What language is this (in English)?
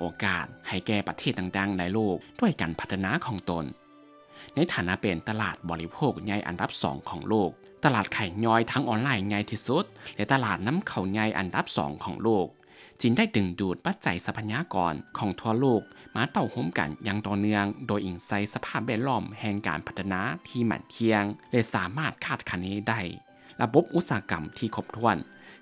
Lao